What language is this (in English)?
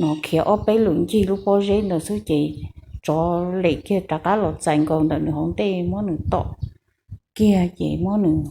Hmong